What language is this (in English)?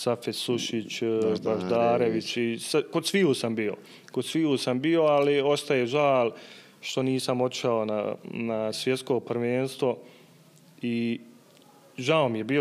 Bosnian